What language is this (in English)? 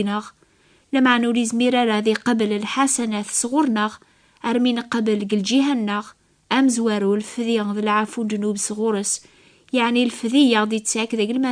Kabyle